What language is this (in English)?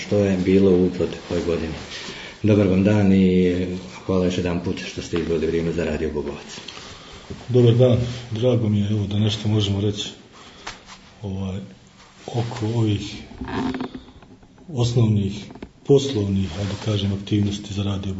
Bosnian